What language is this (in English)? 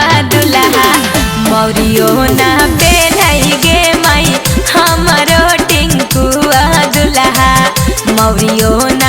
Magahi